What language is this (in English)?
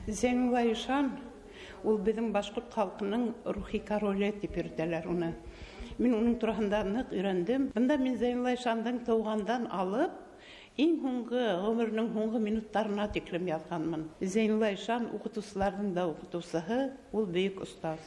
Bashkir